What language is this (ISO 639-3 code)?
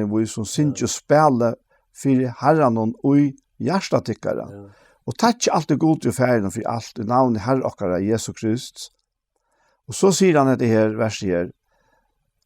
fao